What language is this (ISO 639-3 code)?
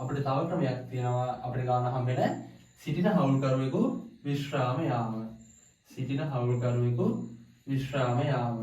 sin